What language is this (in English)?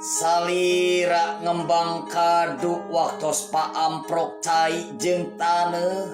Sundanese